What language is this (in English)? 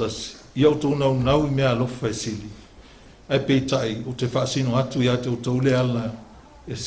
Samoan